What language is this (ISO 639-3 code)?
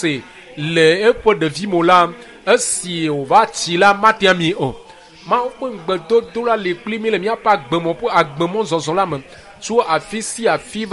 ewe